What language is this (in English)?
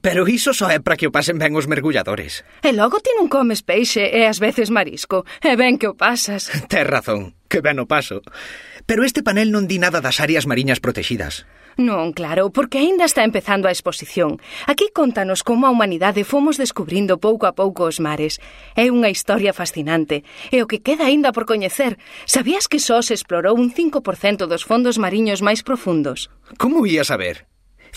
Galician